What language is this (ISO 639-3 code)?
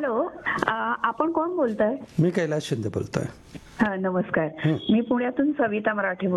mar